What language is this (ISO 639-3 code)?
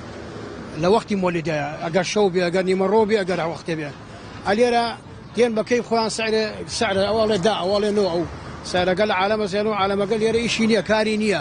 ckb